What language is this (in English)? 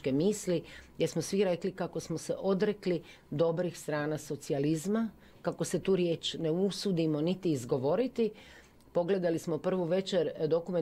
Croatian